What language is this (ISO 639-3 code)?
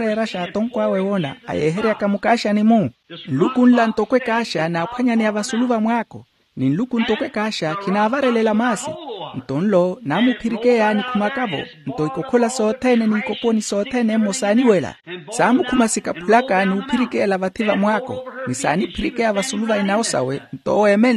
vmw